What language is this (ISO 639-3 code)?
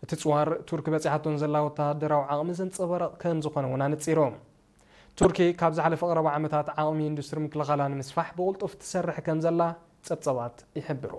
tir